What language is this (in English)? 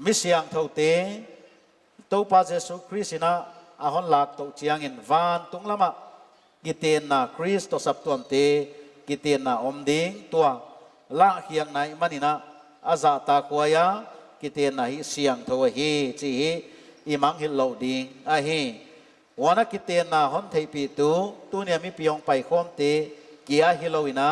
Paite Chin